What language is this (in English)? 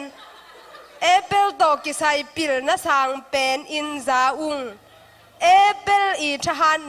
Tedim Chin